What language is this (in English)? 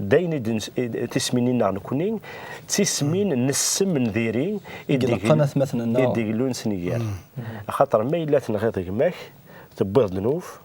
Kabyle